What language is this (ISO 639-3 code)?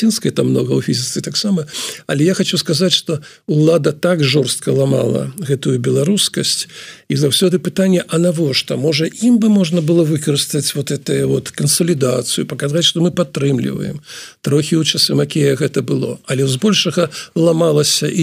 bel